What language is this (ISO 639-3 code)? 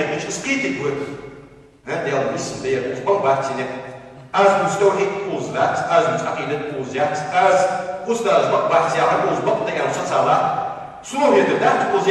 inh